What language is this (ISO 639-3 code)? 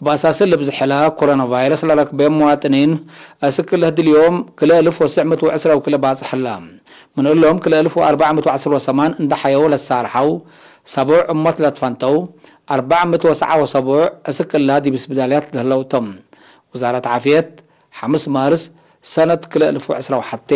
tig